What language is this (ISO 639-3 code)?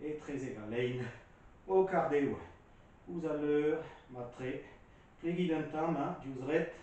bre